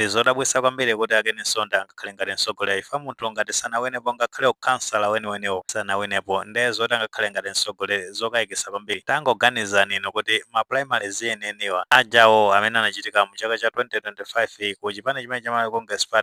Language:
Nyanja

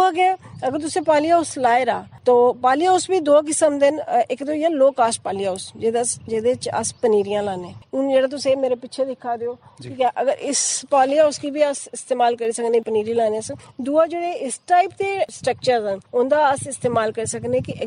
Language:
Dogri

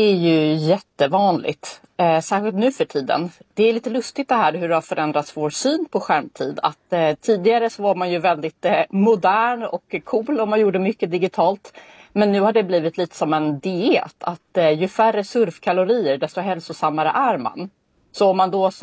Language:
Swedish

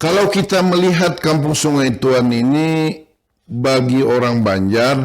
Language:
Banjar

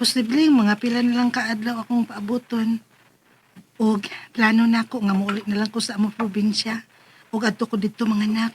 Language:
Cebuano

